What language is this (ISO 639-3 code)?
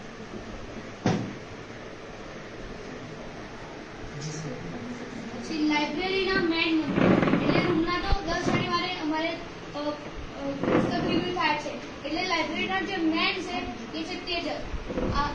guj